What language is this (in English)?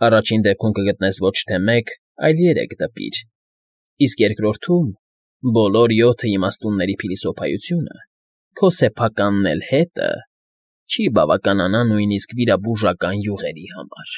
Armenian